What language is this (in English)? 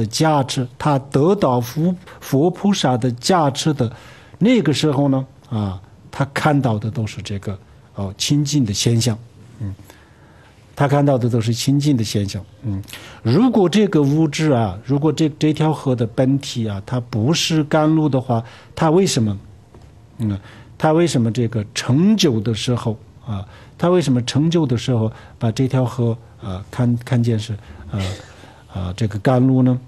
Chinese